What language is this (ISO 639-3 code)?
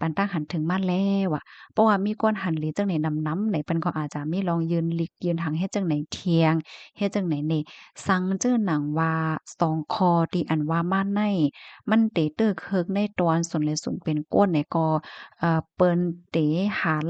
shn